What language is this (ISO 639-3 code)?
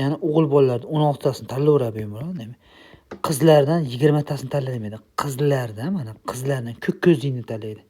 uzb